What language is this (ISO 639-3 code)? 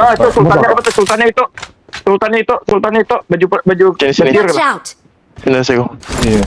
bjn